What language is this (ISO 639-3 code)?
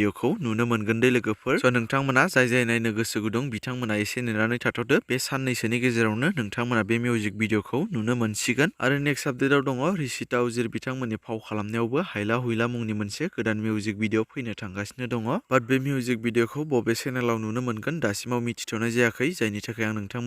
brx